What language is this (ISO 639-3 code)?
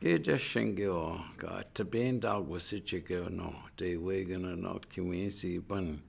ciw